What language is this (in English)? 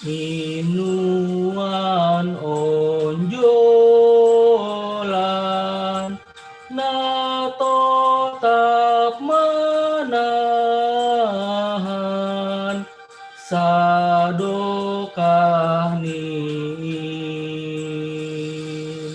Batak Simalungun